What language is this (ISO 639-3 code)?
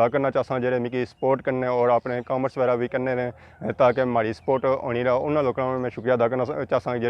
phr